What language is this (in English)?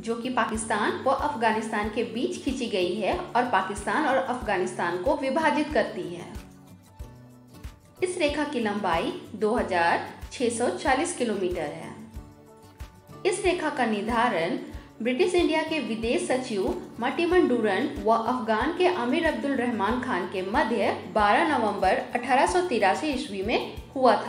Hindi